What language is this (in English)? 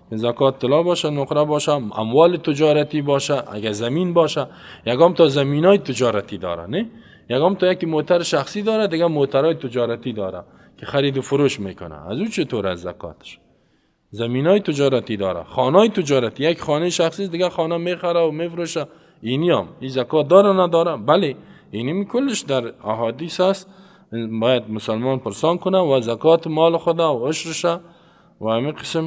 Persian